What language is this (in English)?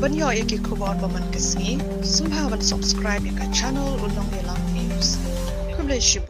Khasi